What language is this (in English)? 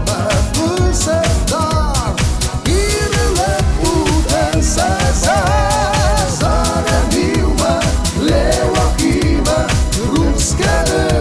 Ossetic